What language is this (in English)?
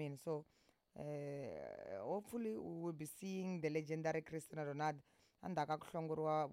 Tsonga